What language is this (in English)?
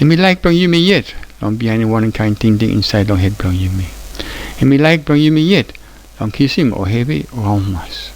Tok Pisin